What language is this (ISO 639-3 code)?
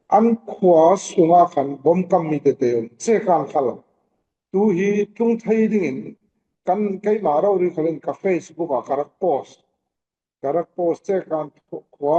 cfm